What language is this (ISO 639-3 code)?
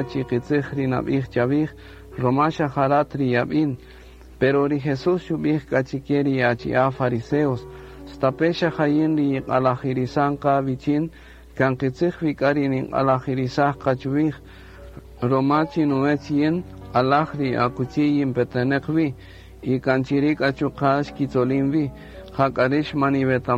cak